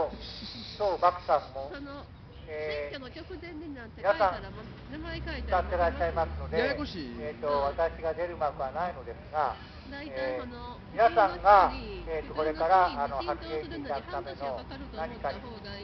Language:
Japanese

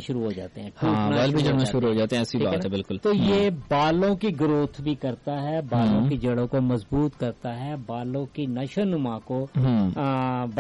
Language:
Urdu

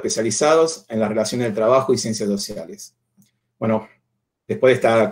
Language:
Spanish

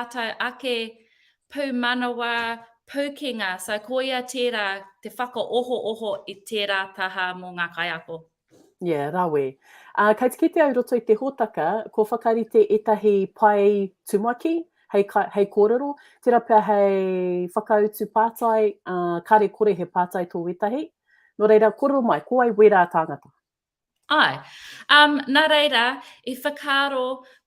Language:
Māori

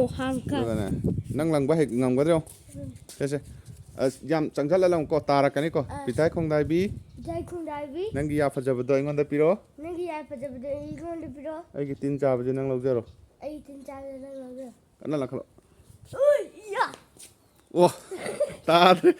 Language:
Manipuri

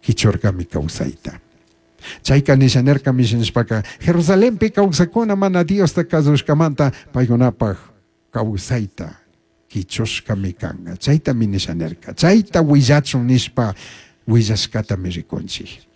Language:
Chimborazo Highland Quichua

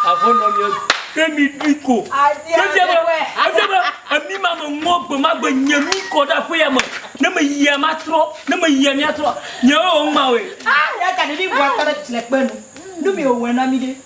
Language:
Ewe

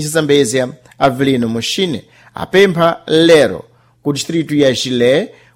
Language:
Sena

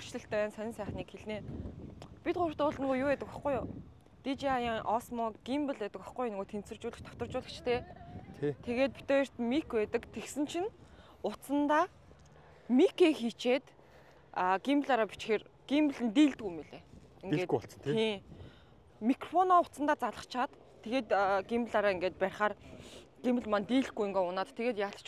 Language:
Mongolian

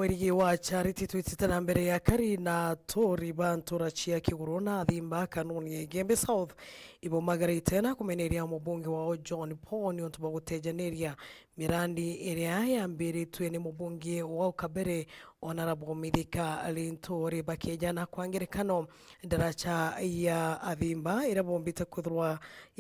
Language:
Meru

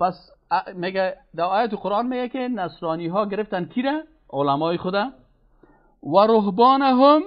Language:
Persian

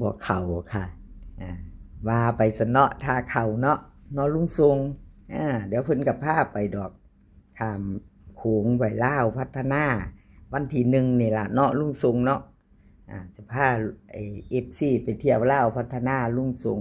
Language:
Northeastern Thai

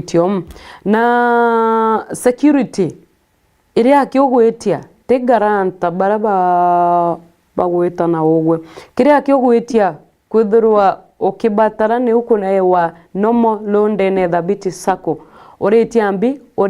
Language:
Meru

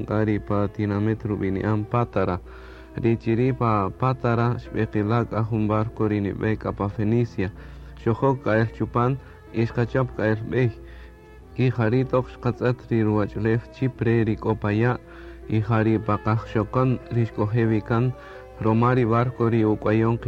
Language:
Kaqchikel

